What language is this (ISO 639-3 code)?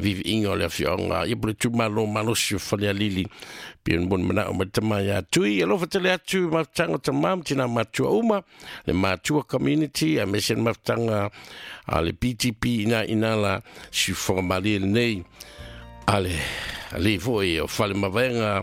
smo